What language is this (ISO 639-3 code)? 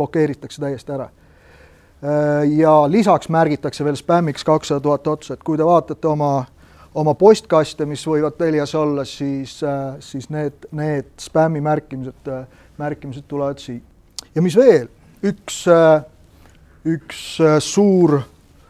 est